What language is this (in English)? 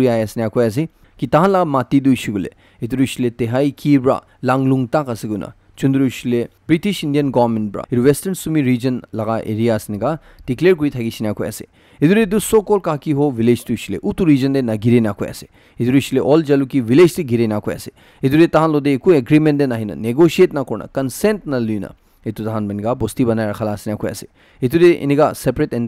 Naga Pidgin